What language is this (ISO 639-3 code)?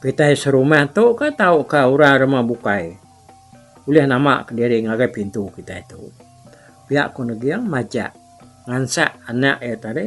iba